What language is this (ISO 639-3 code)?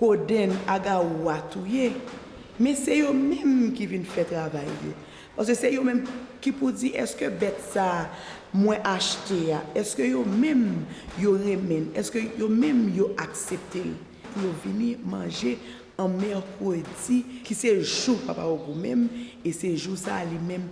hat